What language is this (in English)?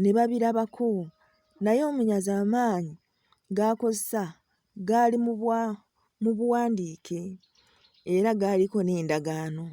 Ganda